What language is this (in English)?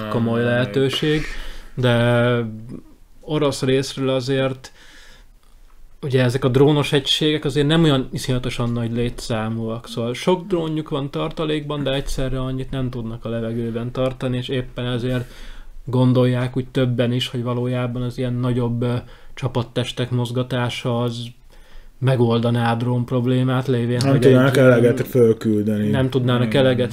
Hungarian